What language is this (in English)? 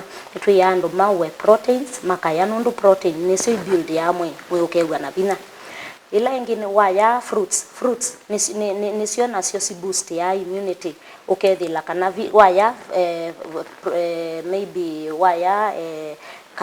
Kamba